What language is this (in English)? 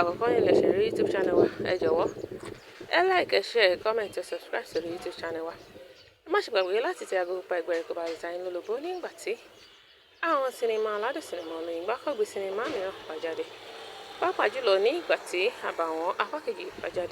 Yoruba